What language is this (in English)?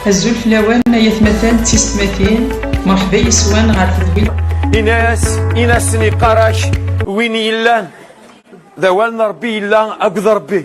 Kabyle